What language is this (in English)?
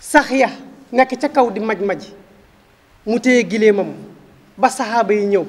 Wolof